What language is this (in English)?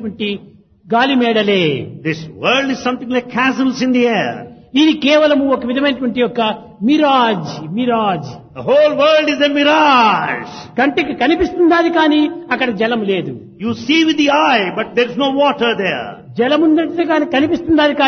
Telugu